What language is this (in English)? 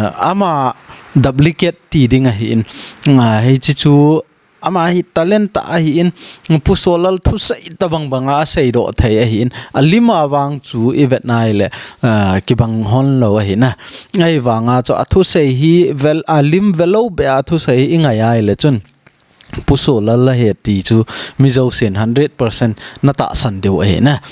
Thado Chin